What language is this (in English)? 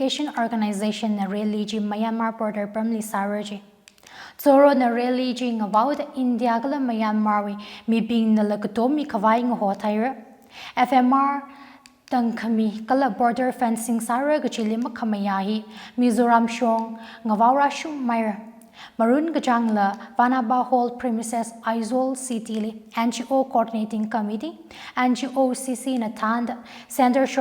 Tangkhul Naga (India)